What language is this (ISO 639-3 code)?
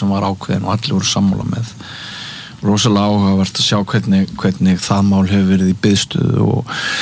isl